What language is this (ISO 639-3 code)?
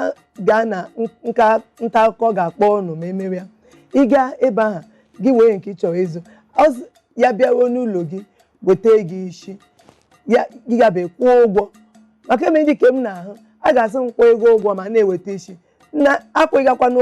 ibo